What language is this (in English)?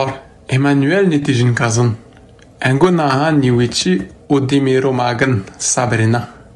Atikamekw